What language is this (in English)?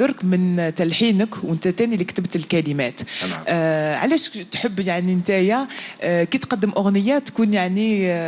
Algerian Arabic